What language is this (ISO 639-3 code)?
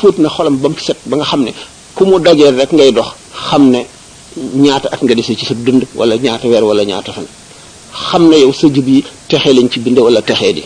wol